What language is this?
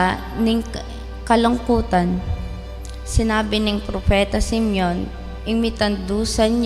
Pampanga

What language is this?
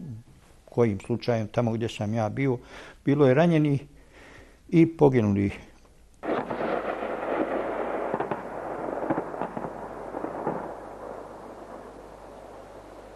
Bosnian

